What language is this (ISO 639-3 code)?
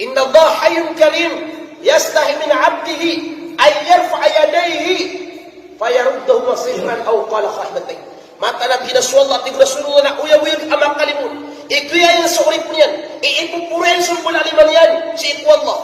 mrw